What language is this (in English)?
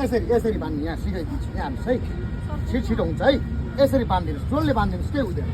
Nepali